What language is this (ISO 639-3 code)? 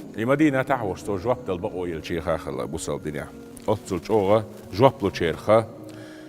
che